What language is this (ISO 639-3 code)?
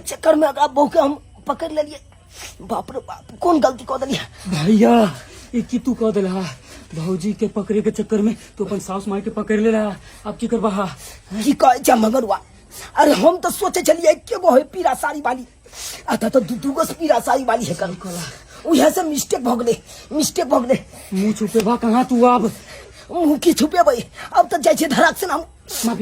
mai